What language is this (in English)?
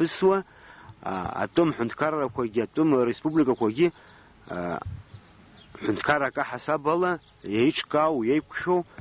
Abkhazian